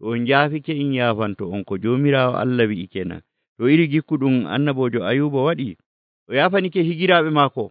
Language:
Nigerian Fulfulde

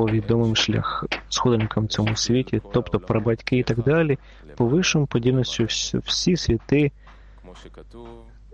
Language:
Ukrainian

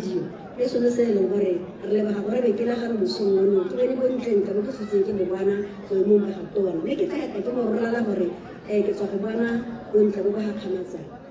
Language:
Tswana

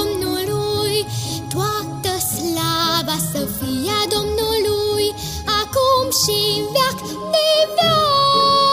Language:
Romanian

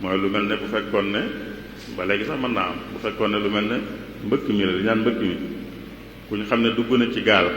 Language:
Wolof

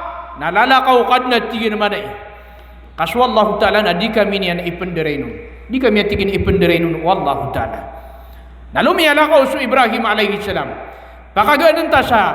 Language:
Maranao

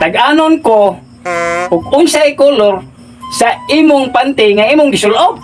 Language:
Cebuano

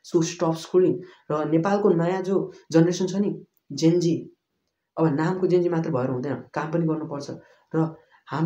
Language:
Nepali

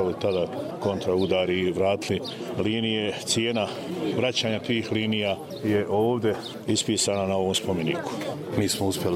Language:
Croatian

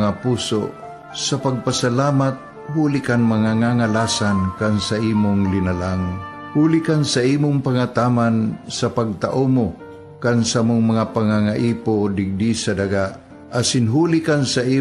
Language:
Bikol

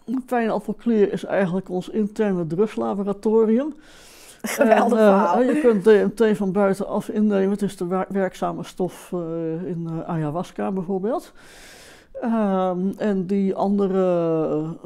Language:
Dutch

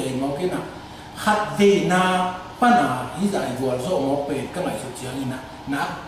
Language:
Tedim Chin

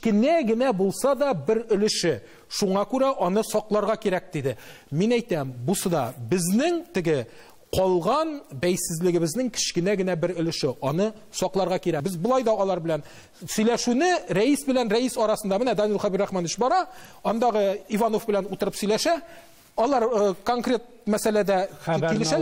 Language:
Tatar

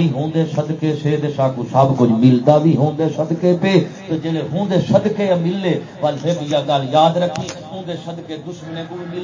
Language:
Saraiki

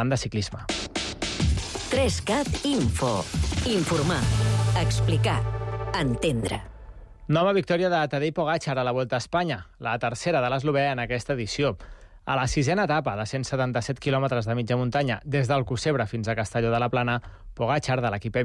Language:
Catalan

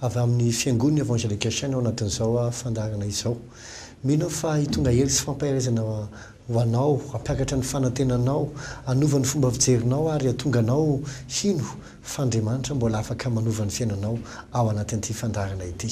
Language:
Malagasy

